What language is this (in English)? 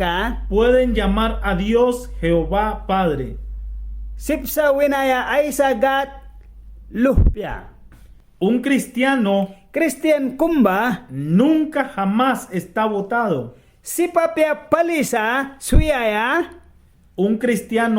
Mískito